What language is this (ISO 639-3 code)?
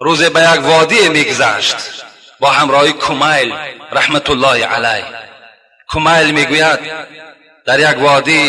tgk